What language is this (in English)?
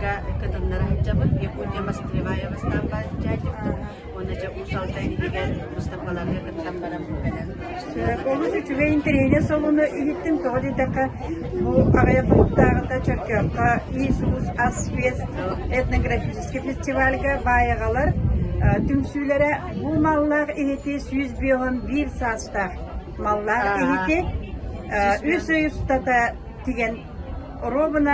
Yakut